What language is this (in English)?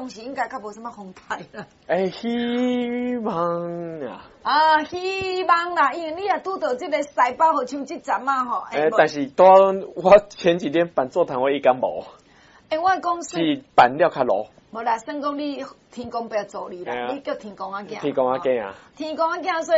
Min Nan Chinese